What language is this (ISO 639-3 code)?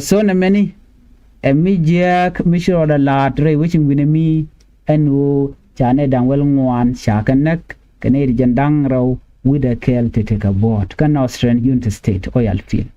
nus